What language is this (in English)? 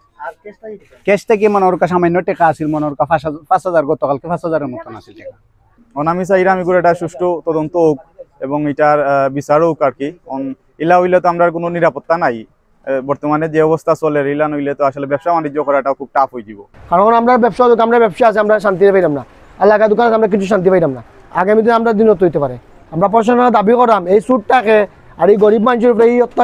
Sylheti